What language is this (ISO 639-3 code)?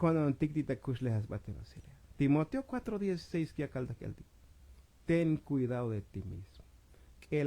tzo